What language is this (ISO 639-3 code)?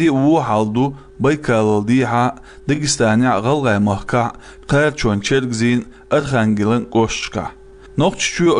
che